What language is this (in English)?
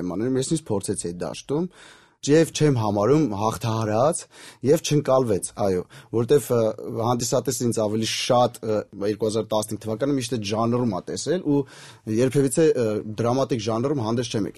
Armenian